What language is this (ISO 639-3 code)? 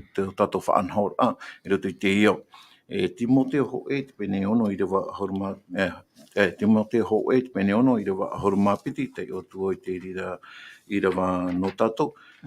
tah